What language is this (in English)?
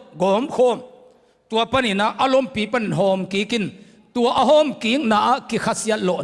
Tedim Chin